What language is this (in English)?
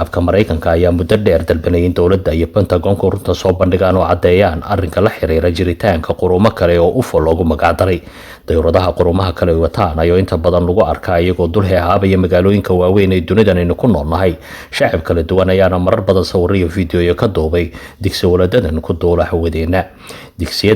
Somali